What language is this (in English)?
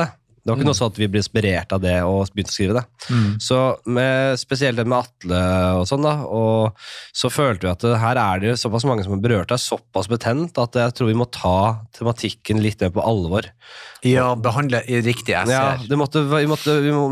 Norwegian